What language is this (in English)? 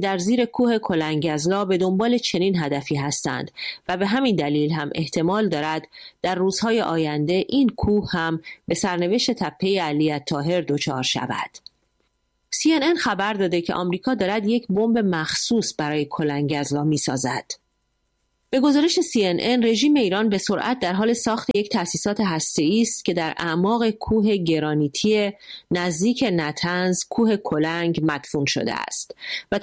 Persian